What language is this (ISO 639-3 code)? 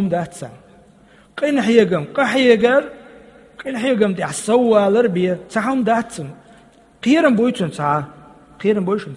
che